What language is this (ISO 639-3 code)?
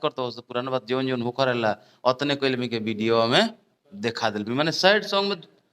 bho